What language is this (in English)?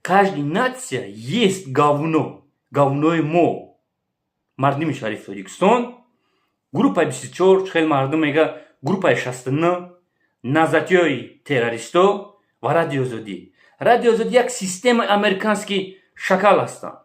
Tajik